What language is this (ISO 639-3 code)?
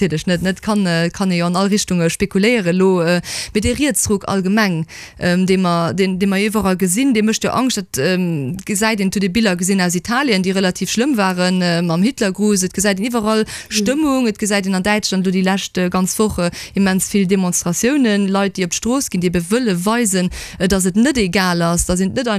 ltz